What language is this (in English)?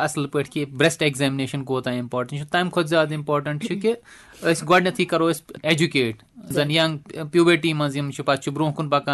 Kashmiri